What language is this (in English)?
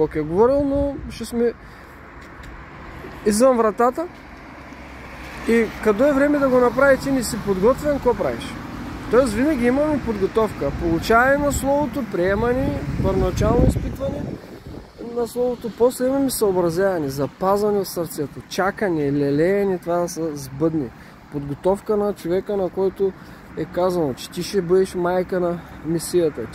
Bulgarian